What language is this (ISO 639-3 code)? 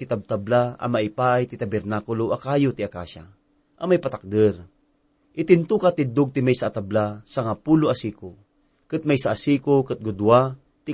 ilo